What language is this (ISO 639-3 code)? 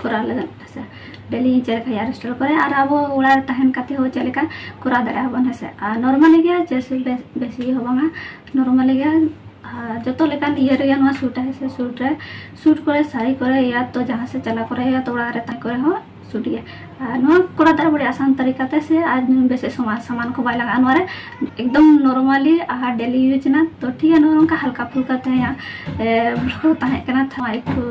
sat